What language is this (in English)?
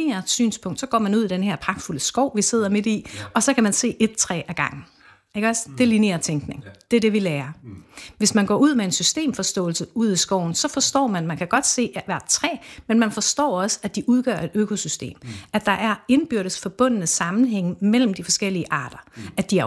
Danish